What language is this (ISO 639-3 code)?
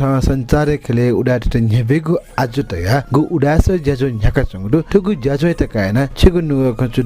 new